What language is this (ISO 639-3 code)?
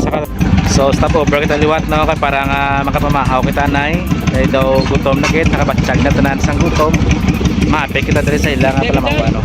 hil